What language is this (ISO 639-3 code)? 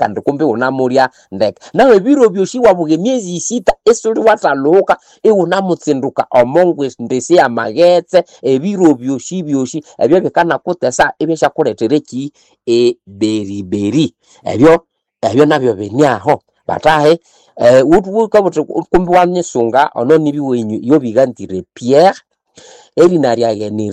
nnb